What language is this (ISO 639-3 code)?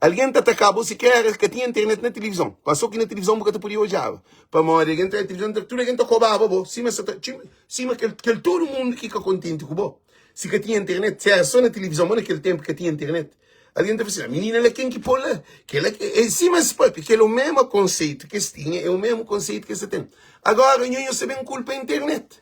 kea